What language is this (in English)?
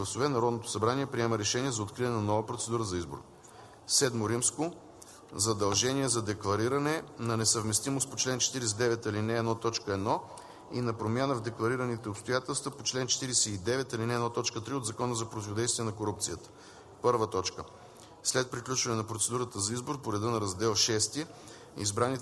Bulgarian